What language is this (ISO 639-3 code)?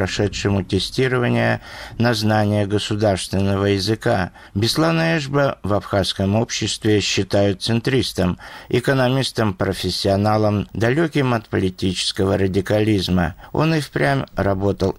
rus